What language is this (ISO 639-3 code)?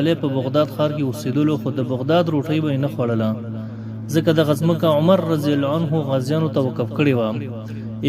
pus